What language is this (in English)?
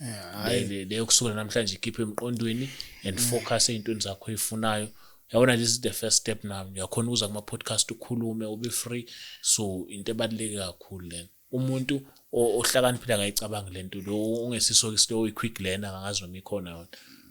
Zulu